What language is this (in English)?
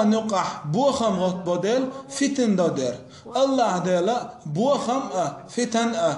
Chechen